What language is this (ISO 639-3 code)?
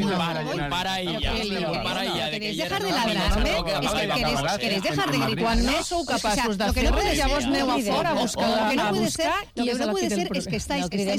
cat